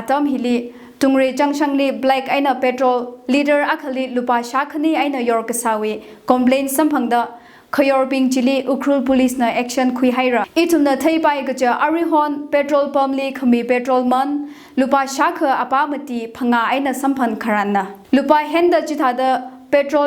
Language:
Tangkhul Naga (India)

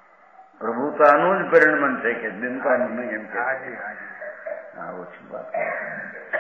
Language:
Gujarati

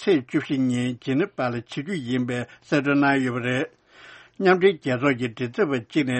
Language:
Tibetan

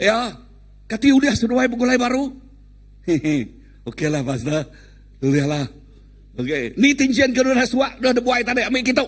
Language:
Iban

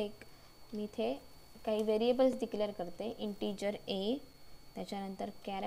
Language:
Marathi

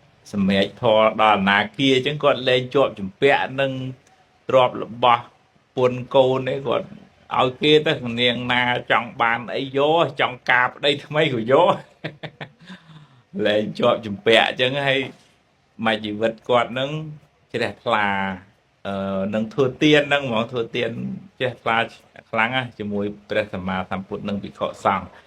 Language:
Khmer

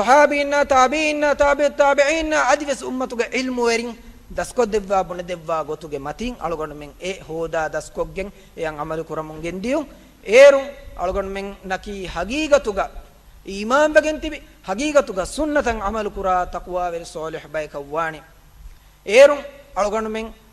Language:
Divehi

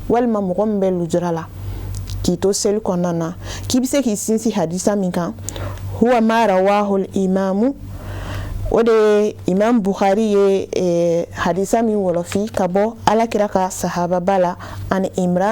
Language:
Bambara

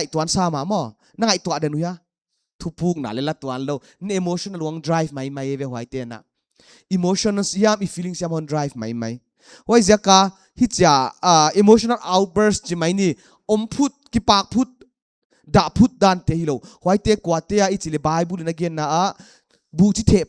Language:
Paite Chin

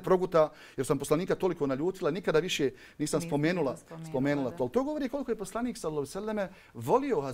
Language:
Bosnian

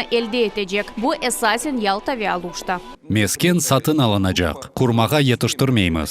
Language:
Crimean Tatar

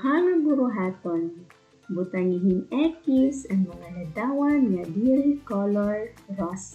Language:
Waray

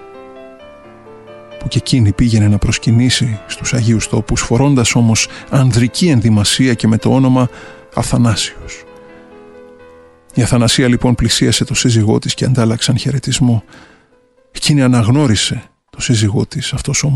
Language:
Greek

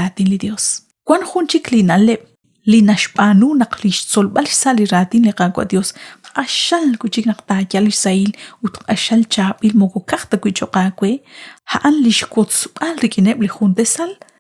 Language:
Kekchí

